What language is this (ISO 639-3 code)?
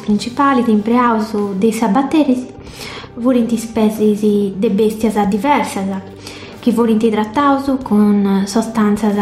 srd